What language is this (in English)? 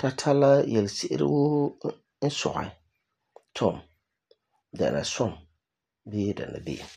Frafra